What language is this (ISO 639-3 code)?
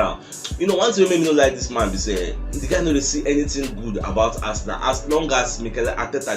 pcm